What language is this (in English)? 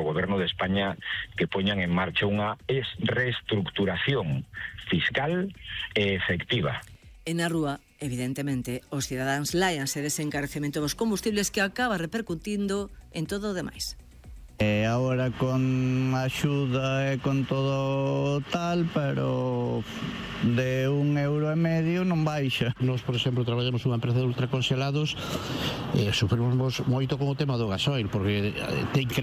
Galician